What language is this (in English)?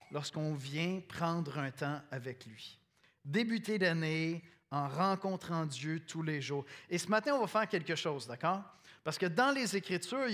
French